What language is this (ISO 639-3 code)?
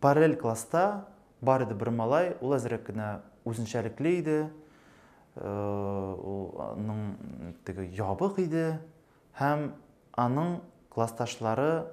tat